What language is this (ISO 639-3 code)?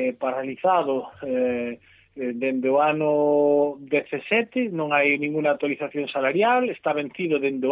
glg